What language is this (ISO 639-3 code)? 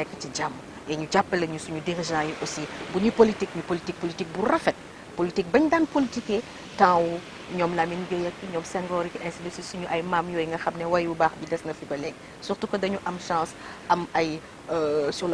wol